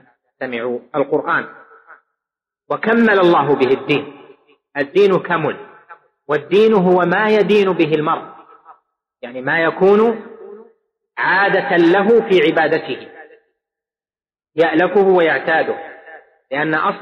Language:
Arabic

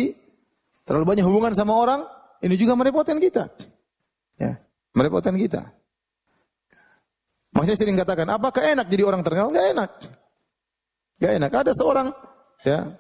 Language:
Indonesian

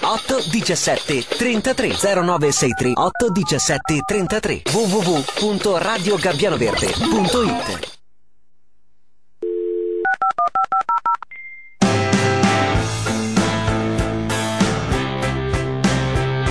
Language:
Italian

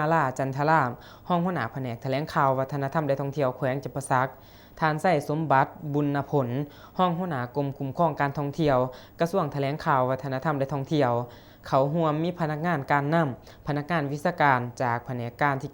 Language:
Lao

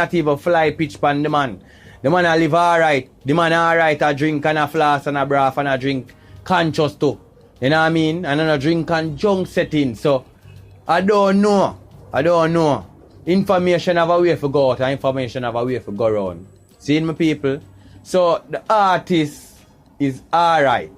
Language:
Jamaican Creole English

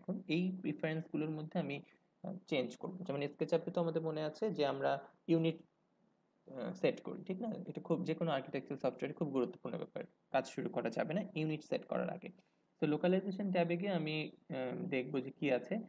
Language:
Bangla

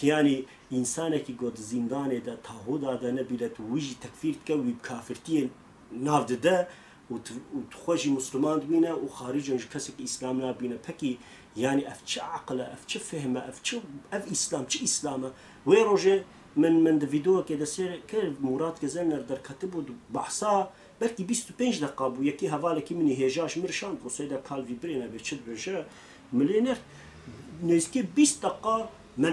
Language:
Kurdish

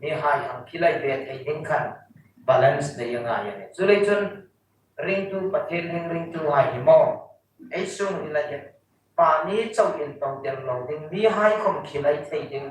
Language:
Hmar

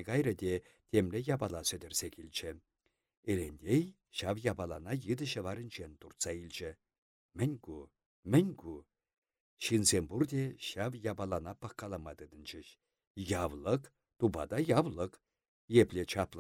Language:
Chuvash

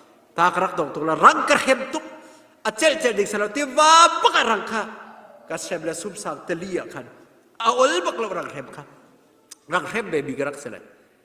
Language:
Hakha Chin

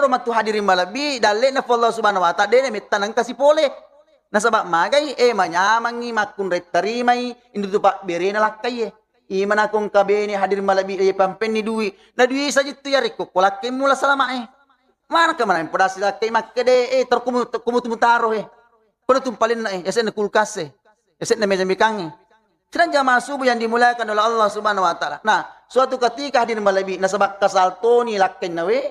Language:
Buginese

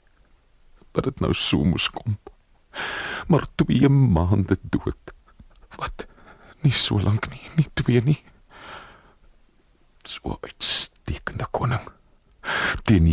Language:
Afrikaans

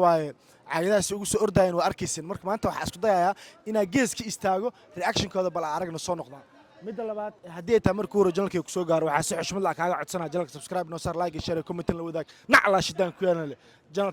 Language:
Somali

